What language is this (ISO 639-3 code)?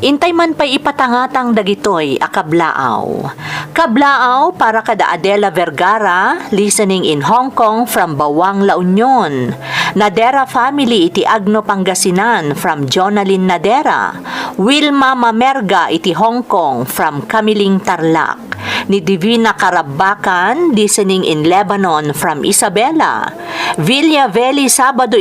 ilo